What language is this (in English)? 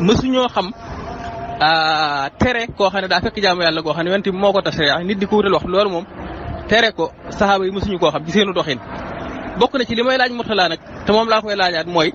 Wolof